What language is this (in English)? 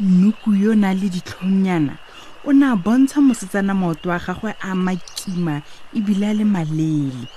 Tswana